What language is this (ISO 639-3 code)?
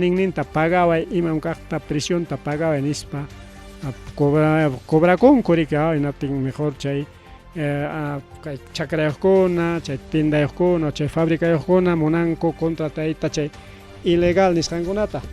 quy